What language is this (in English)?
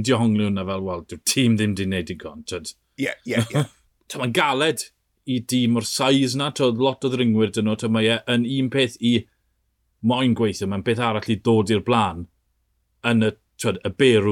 Welsh